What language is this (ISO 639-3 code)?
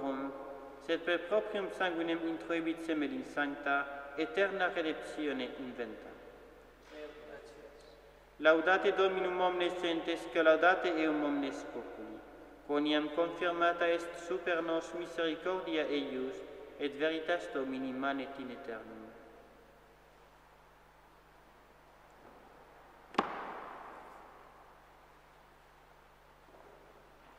lat